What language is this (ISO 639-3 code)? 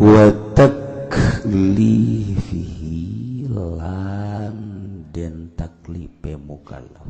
sun